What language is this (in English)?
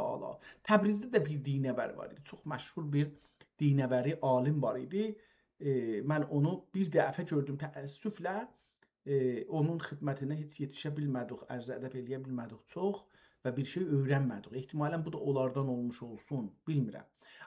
South Azerbaijani